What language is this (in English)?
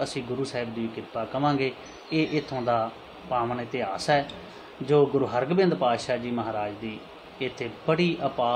Punjabi